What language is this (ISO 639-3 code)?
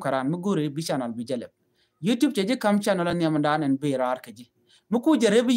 nus